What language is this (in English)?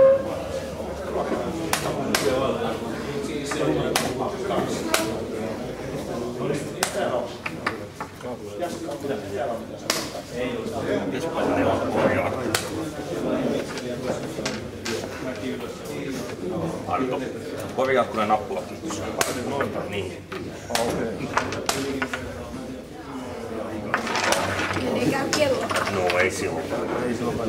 Finnish